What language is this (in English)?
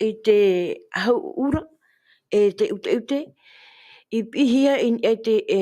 Tahitian